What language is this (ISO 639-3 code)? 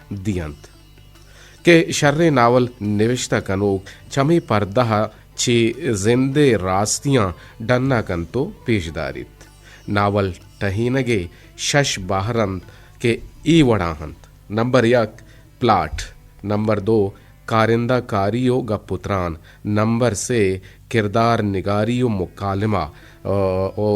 bgp